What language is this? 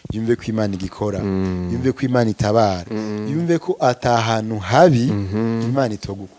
Rundi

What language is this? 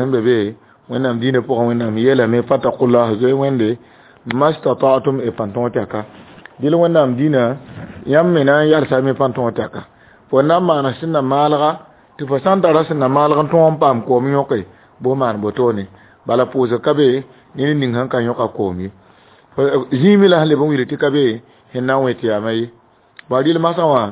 Mossi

